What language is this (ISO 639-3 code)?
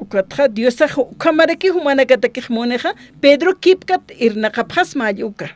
aym